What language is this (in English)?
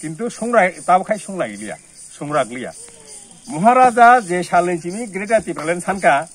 Kok Borok